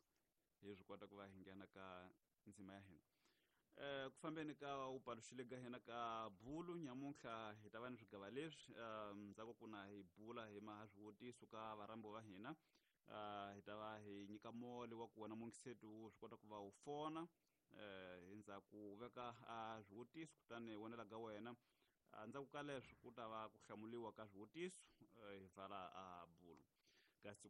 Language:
Tsonga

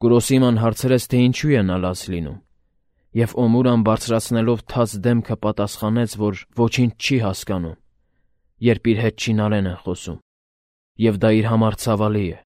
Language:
Armenian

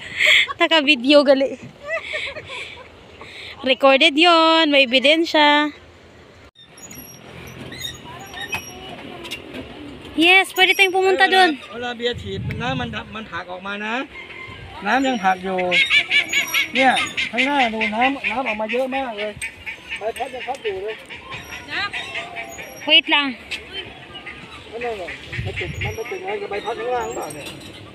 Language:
Filipino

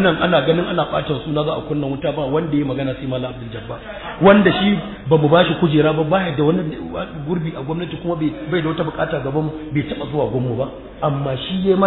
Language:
Hausa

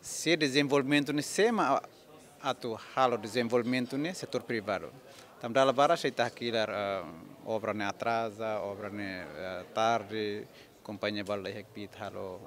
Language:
Tetum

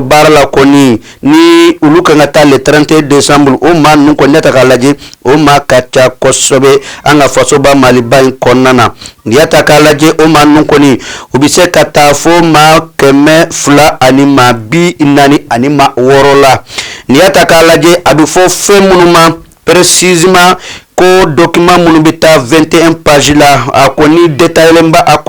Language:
Bambara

